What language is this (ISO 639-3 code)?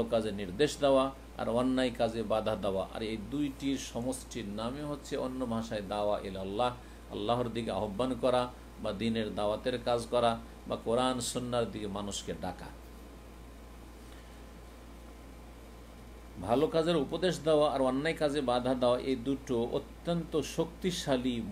ben